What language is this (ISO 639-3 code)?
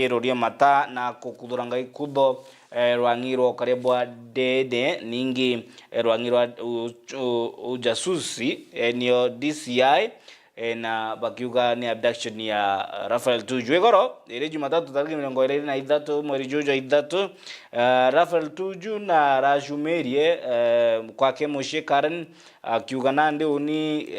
mer